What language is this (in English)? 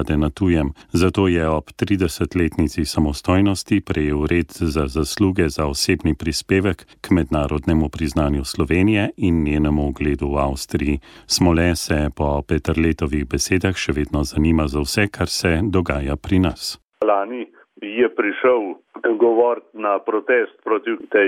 Slovenian